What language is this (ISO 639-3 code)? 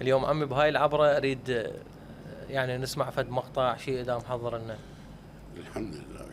acm